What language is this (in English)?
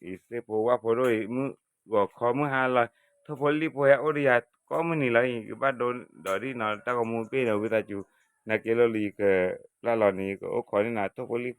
S'gaw Karen